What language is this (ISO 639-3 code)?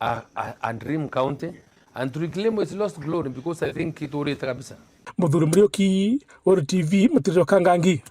mer